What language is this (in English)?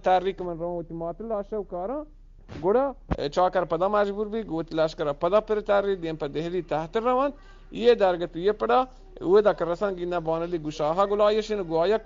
Eastern Balochi